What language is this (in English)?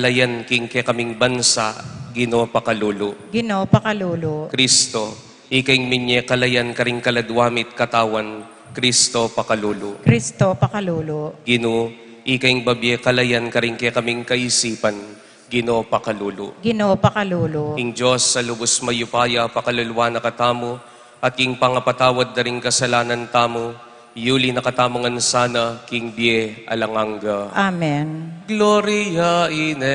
Pampanga